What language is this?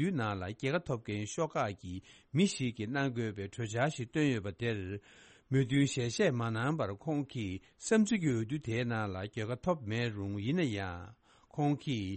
Tibetan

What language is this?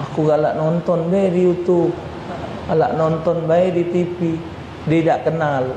Musi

